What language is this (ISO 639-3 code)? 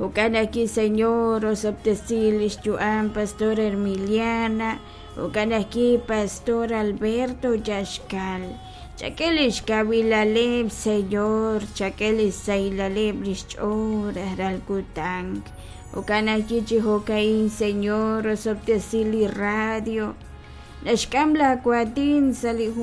kek